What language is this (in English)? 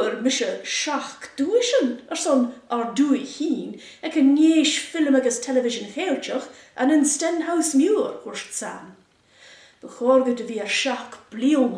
Scottish Gaelic